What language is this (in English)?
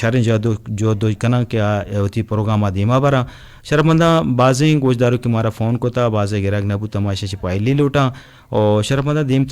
Eastern Balochi